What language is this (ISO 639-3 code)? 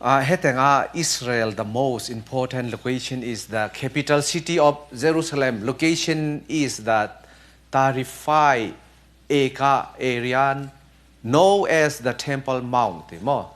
cfm